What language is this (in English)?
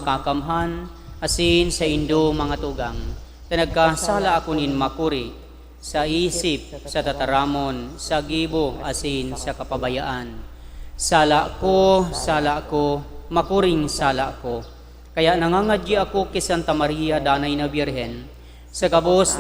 Bikol